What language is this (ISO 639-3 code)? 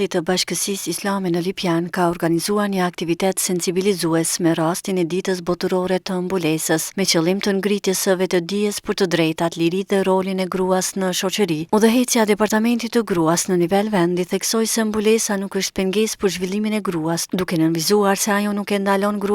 sqi